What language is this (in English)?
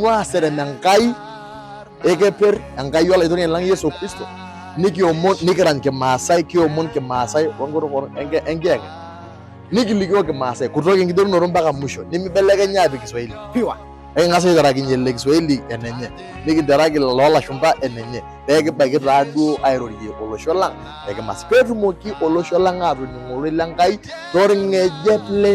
Masai